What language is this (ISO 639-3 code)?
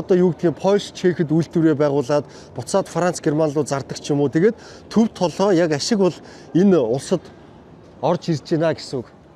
mon